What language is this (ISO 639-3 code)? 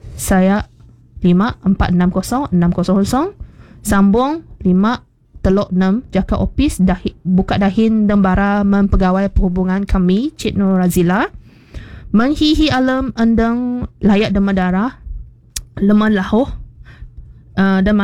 msa